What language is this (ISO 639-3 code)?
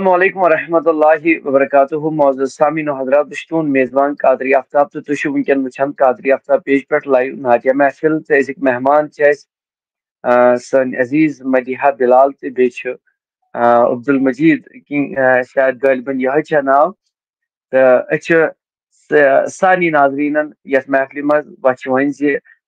kas